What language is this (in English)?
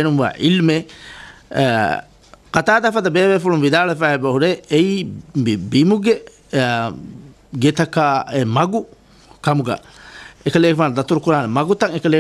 Divehi